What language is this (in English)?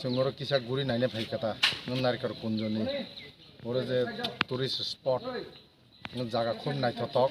Kok Borok